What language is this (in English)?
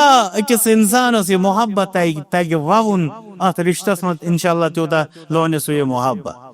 Kashmiri